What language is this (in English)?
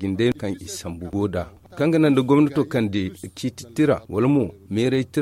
Zarma